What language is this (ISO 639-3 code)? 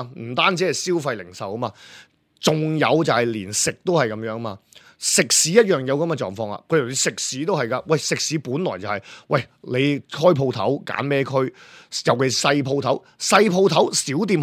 yue